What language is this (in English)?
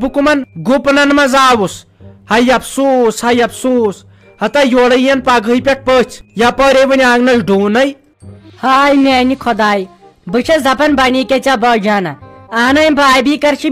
Kashmiri